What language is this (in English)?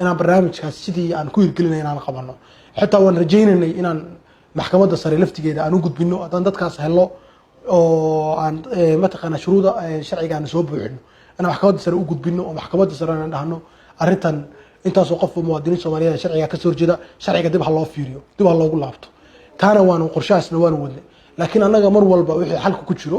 Somali